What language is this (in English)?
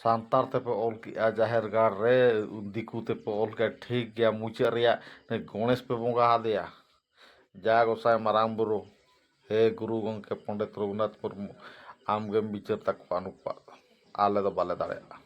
Santali